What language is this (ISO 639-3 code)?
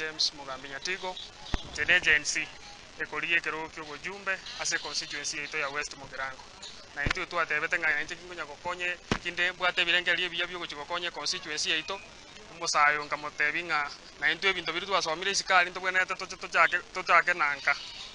guz